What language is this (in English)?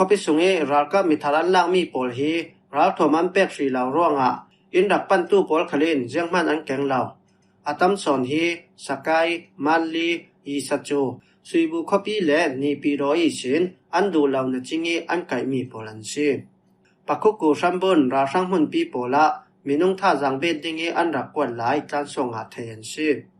Falam Chin